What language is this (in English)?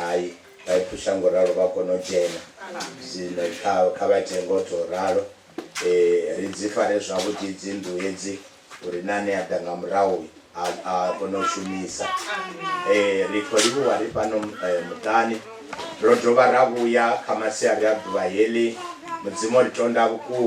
Venda